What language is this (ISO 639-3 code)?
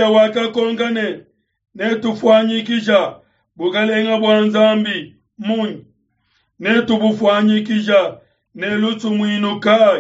lua